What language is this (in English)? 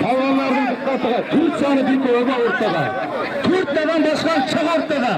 Turkmen